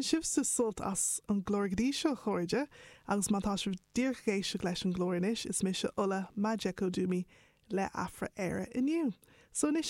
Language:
Irish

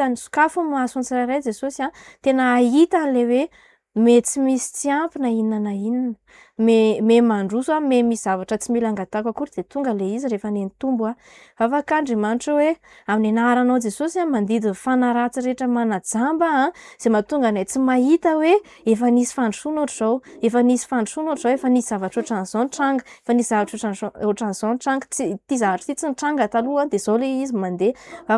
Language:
Malagasy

